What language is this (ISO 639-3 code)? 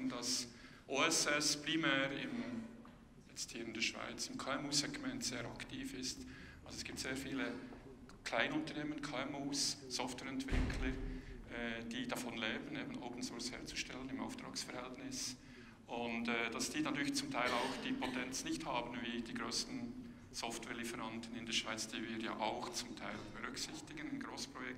deu